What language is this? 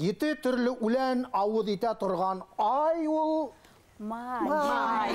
Bashkir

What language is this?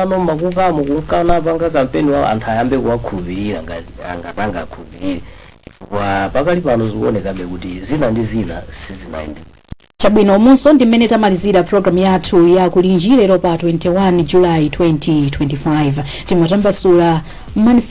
Nyanja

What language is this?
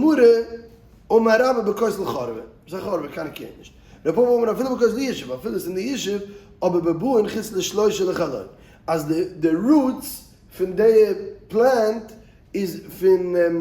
Yiddish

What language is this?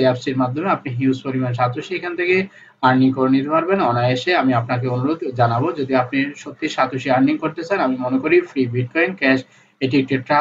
Bangla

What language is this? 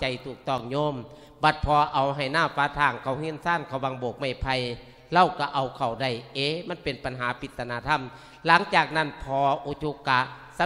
Lao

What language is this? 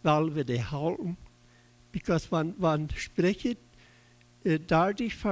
Plautdietsch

